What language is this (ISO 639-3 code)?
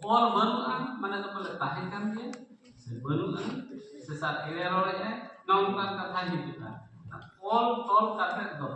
sat